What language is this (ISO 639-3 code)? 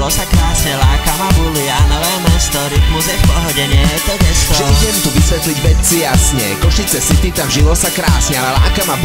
slk